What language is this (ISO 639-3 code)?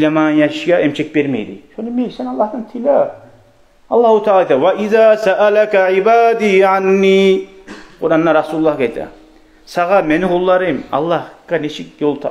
kum